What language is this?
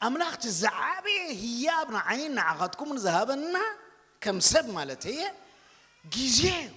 Tigrinya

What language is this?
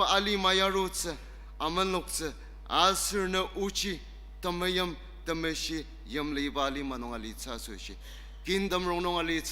Ao Naga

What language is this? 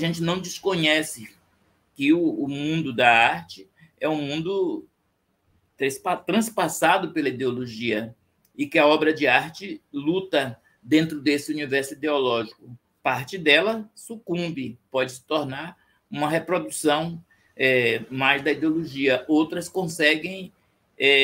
Portuguese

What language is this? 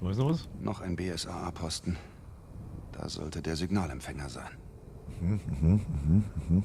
Bavarian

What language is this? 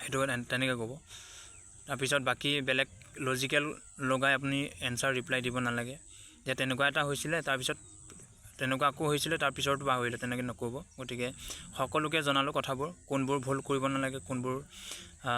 Assamese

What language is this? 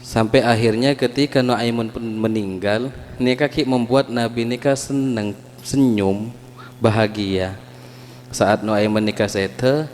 Madurese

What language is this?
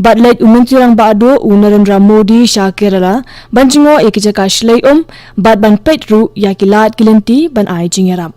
Khasi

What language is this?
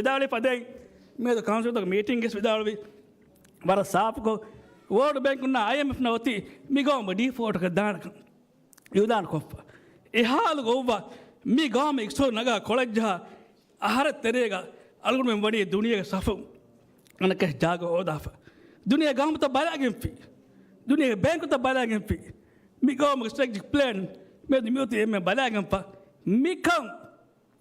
Divehi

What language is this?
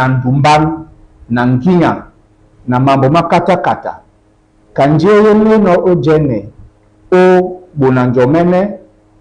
Duala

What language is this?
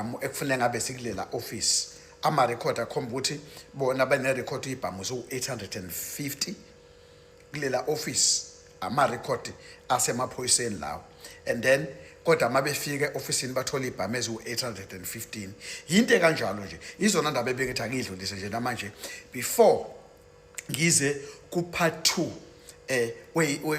Zulu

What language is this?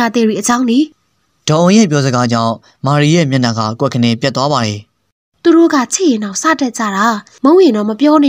Burmese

